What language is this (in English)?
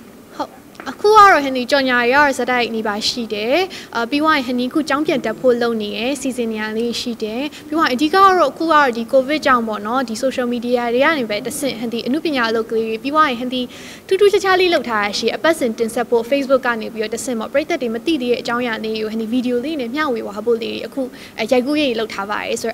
Burmese